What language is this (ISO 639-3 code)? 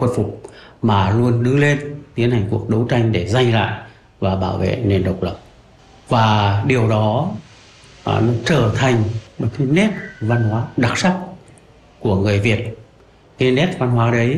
vie